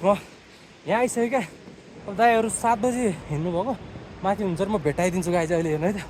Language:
Nepali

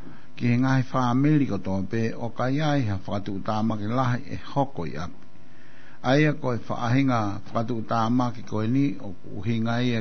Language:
Tongan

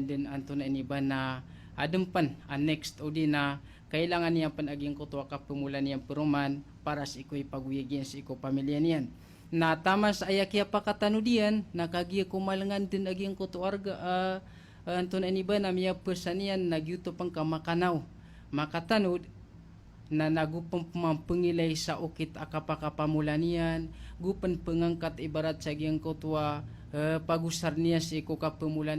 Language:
Maranao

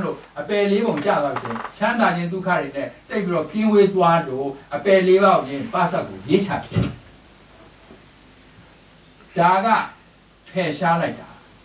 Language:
Burmese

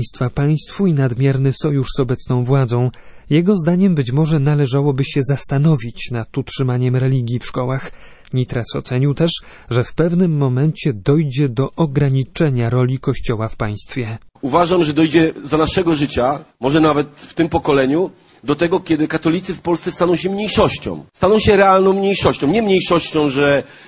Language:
Polish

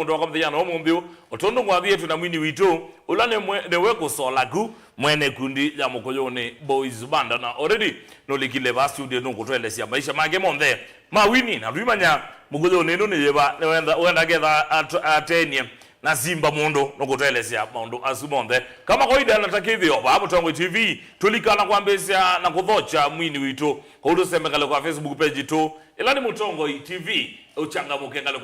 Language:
Kamba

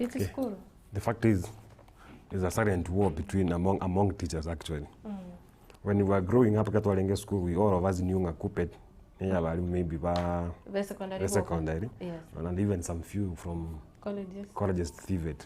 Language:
Gusii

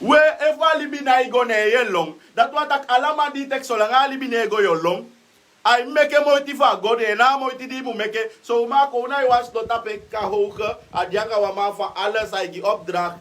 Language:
Sranan Tongo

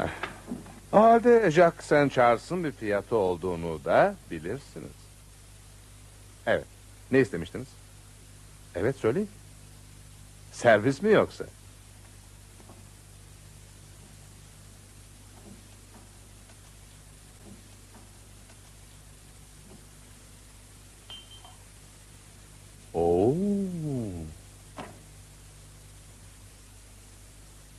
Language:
Turkish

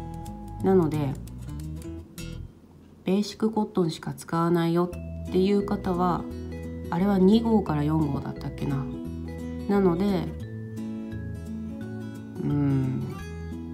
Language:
Japanese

